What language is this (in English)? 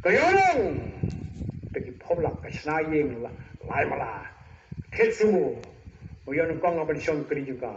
Khasi